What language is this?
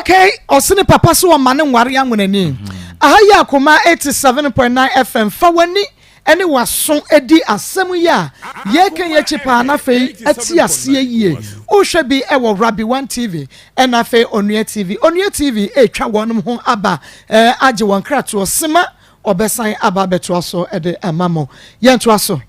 Akan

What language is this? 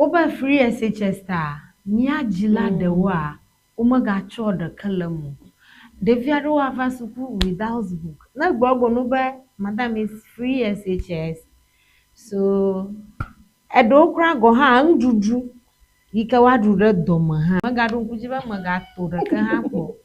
Ewe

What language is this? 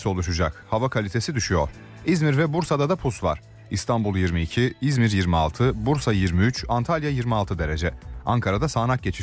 Turkish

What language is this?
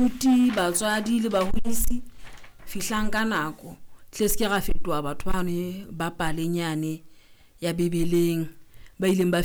Southern Sotho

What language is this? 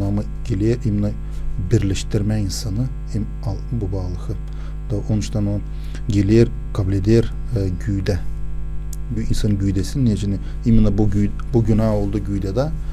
Gagauz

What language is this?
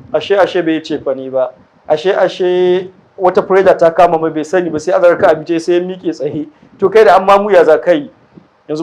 Hausa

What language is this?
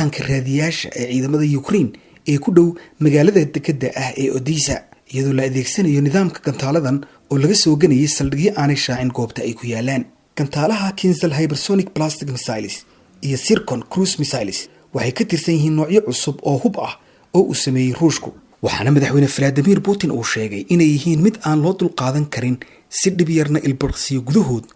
Somali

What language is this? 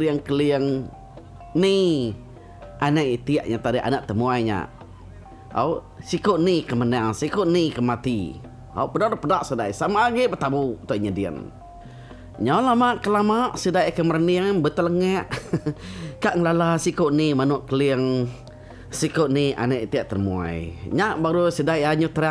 Iban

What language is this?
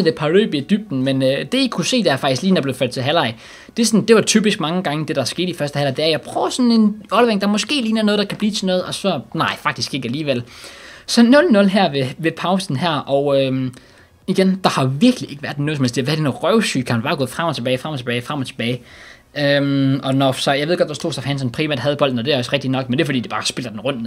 Danish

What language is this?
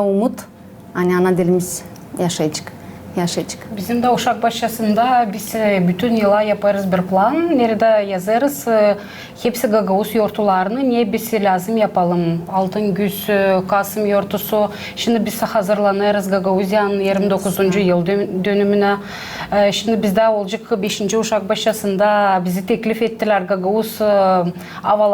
Gagauz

